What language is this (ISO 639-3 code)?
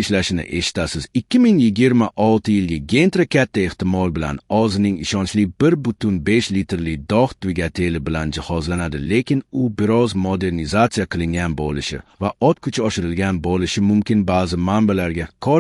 uzb